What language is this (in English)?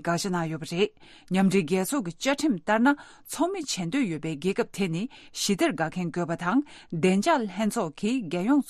Tibetan